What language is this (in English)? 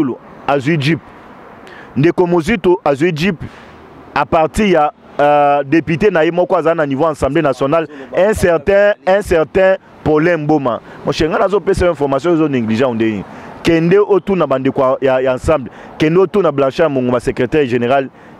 Lingala